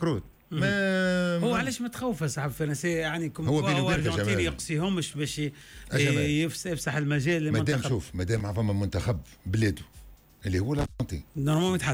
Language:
Tunisian Arabic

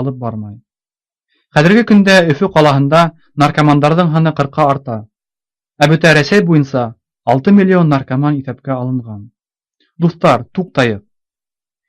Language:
Bashkir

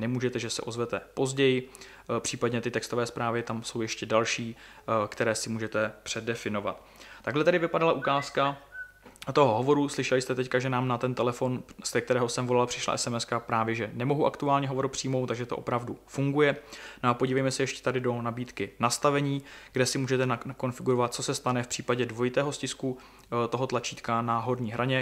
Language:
Czech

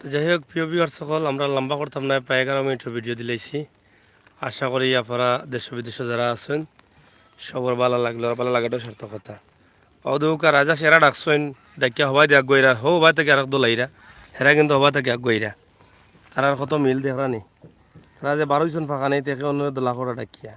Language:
Sylheti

